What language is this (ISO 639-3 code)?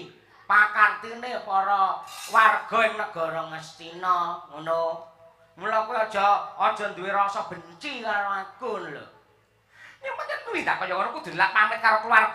jav